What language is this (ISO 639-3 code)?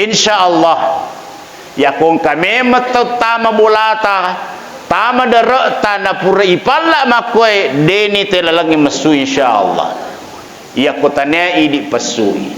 bug